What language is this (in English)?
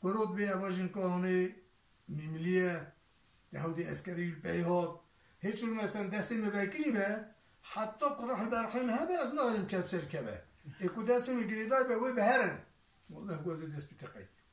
Kurdish